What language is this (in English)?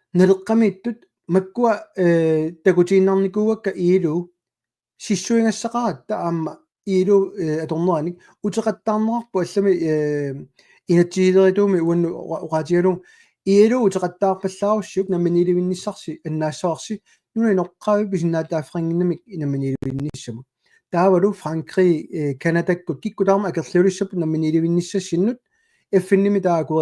Kalaallisut